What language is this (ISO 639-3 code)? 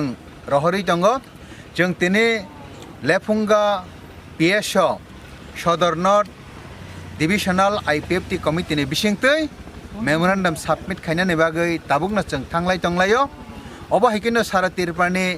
trp